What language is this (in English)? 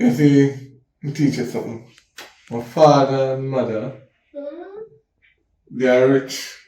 Jamaican Creole English